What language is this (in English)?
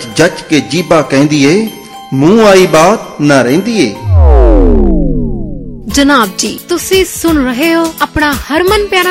Punjabi